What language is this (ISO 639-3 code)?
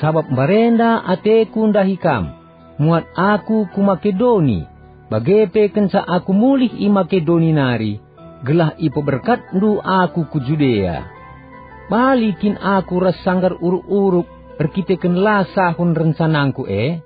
btx